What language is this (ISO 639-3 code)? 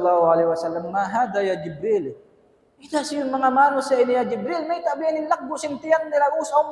tsg